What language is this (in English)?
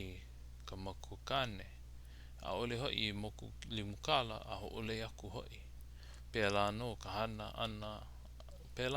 Hawaiian